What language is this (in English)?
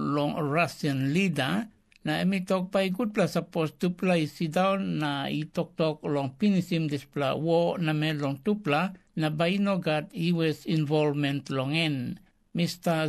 Tok Pisin